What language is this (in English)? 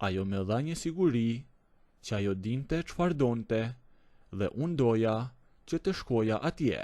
Albanian